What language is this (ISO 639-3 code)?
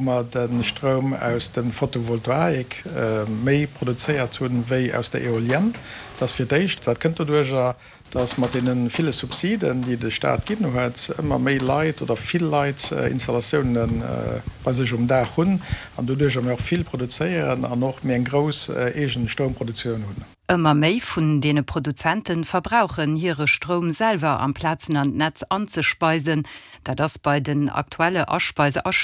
ltz